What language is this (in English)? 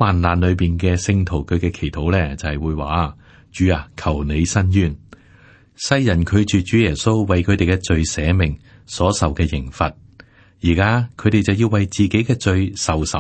Cantonese